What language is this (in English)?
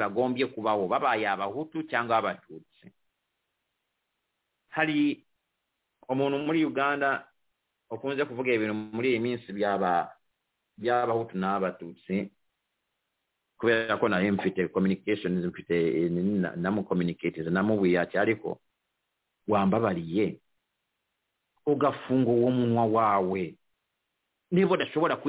Kinyarwanda